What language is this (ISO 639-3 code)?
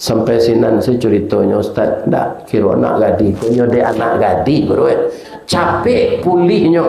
min